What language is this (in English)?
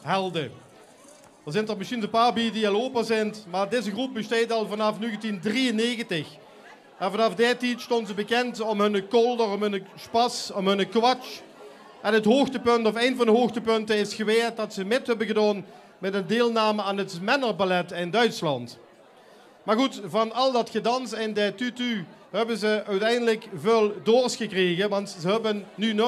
Limburgish